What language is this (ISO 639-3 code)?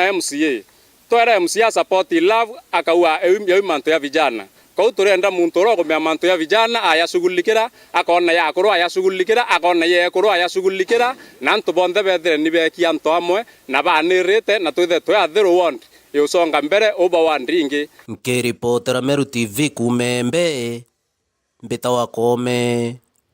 mer